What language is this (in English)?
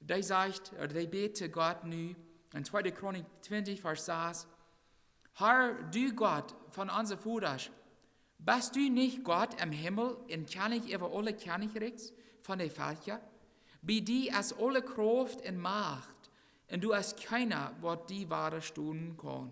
Plautdietsch